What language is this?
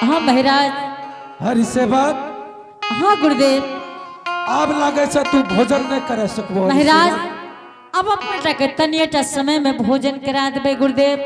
Angika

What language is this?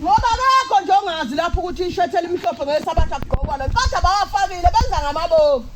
Zulu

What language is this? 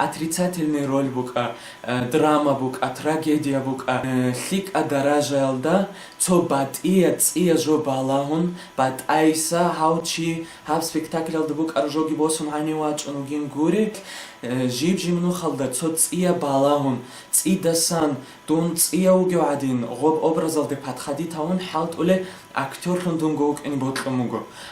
Avaric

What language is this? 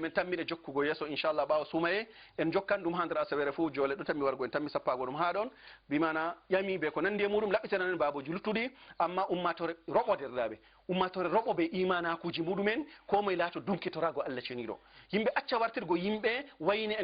Fula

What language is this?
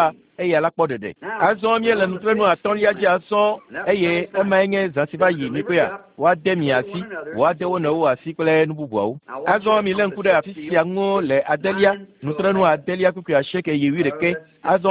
Ewe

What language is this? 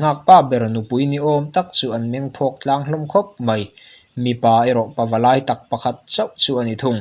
Mizo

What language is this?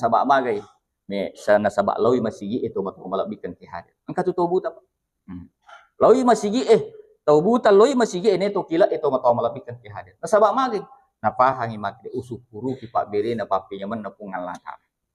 Buginese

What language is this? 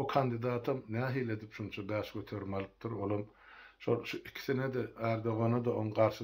Turkmen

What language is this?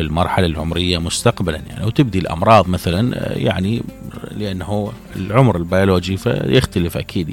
Mesopotamian Arabic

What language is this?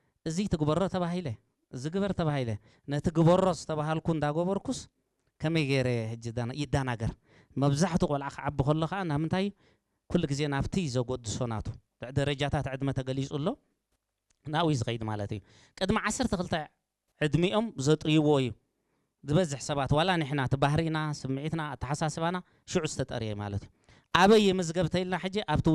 Tigrinya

